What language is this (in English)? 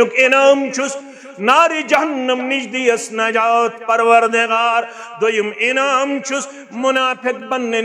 Kashmiri